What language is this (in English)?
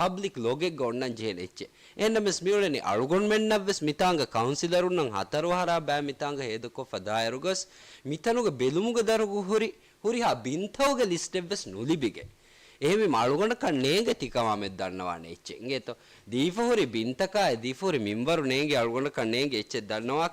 Divehi